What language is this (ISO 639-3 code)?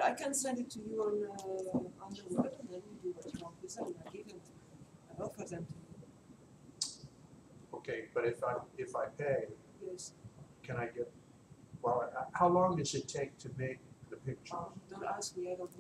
eng